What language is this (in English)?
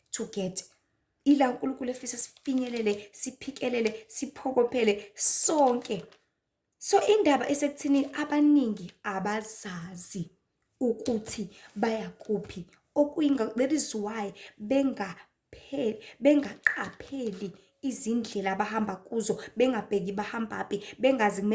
Zulu